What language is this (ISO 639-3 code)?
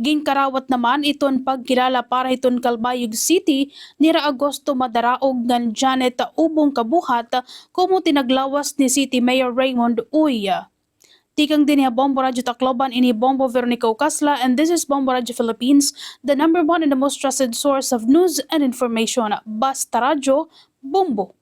war